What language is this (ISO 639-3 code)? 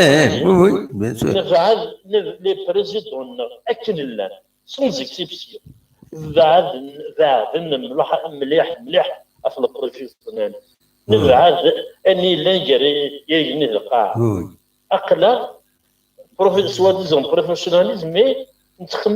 kab